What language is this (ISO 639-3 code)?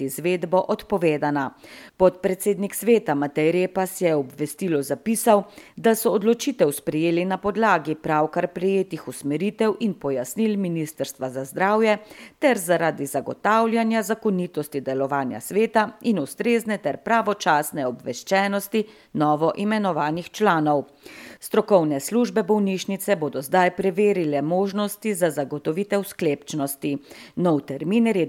slv